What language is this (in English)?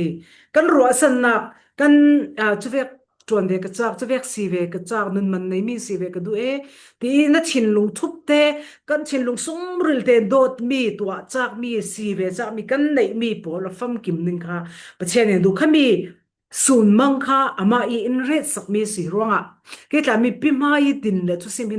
Falam Chin